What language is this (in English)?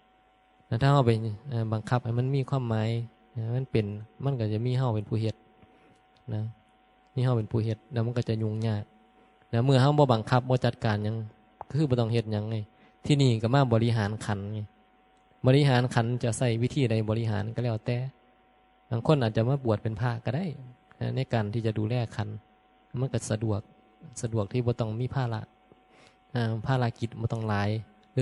Northeastern Thai